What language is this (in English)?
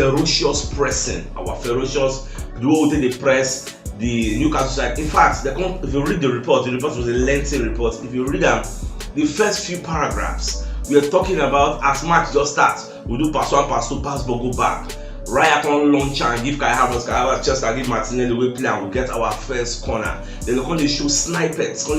Nigerian Pidgin